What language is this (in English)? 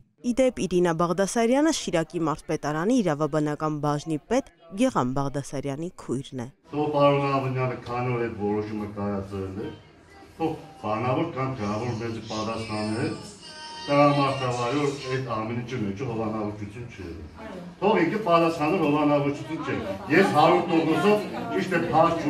Armenian